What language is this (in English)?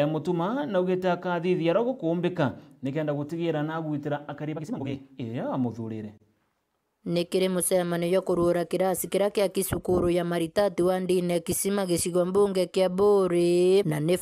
Meru